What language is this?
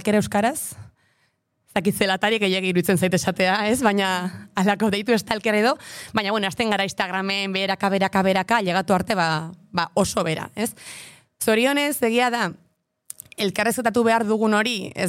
Basque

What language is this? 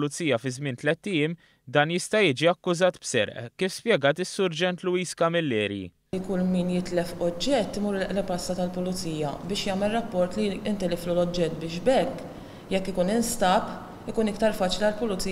Maltese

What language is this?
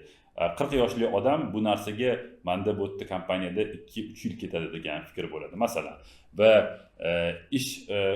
Uzbek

